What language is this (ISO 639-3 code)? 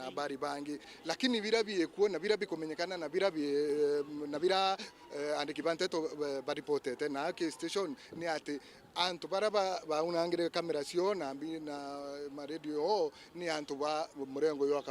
mer